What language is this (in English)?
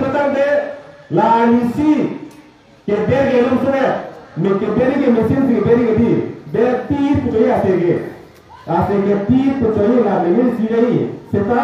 Karbi